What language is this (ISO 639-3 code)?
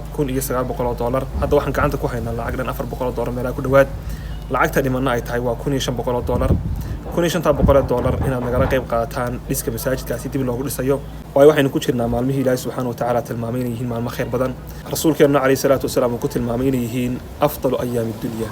som